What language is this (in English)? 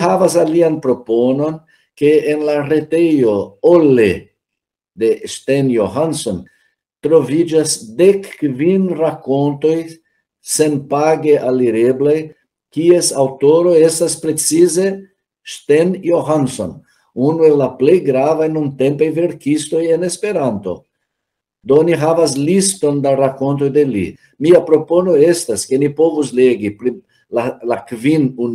Esperanto